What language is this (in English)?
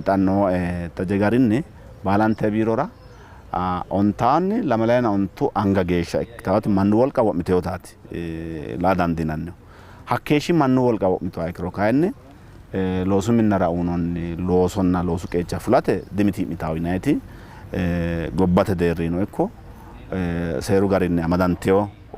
Sidamo